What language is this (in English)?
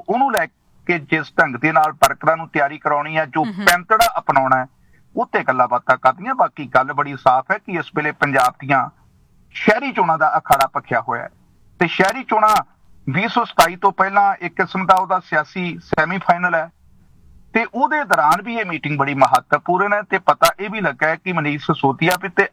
Punjabi